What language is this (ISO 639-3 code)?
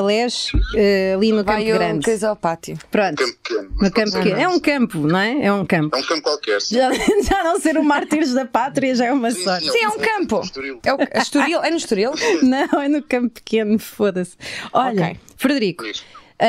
por